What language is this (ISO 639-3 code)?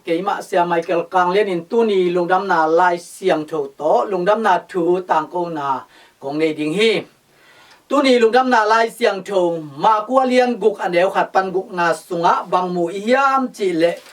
ctd